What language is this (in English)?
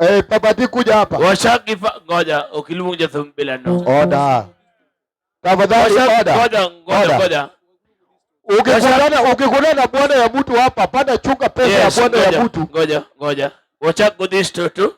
Luo (Kenya and Tanzania)